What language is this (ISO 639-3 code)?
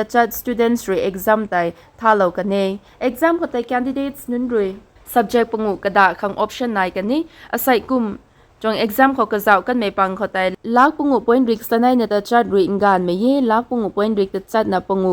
nbu